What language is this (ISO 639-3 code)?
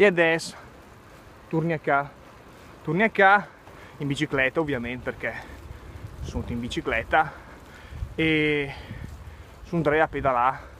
lmo